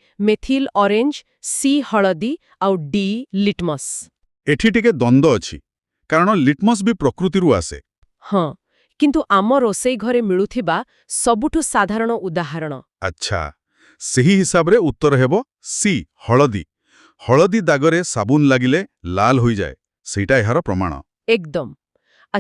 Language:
Odia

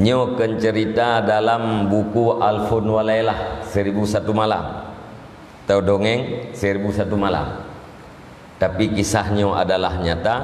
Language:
Achinese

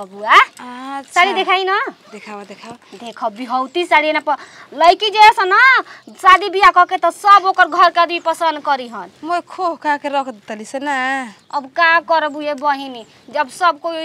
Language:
Bhojpuri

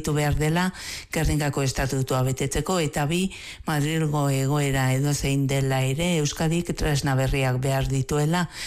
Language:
Basque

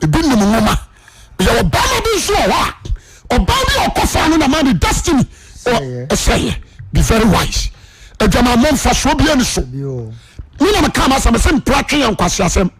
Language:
Akan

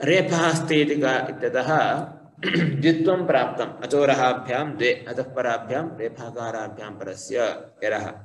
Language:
Sanskrit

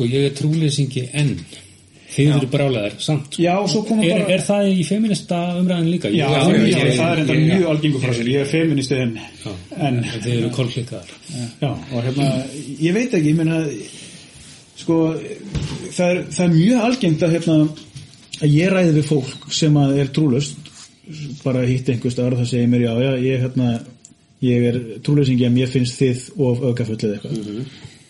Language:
Icelandic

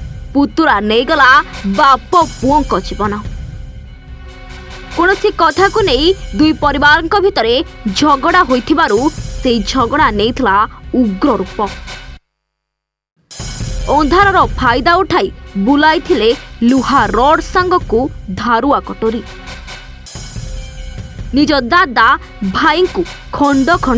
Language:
Odia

